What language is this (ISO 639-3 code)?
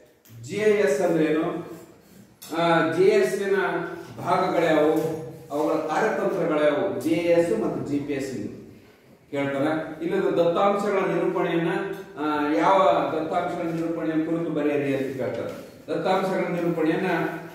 kan